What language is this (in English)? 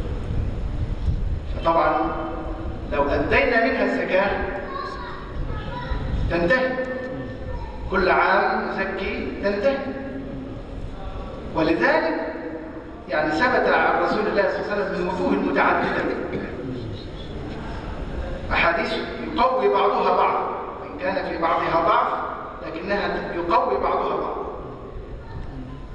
Arabic